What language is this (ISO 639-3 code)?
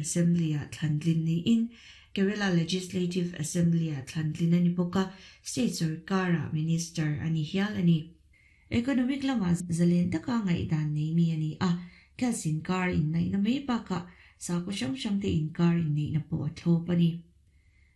lus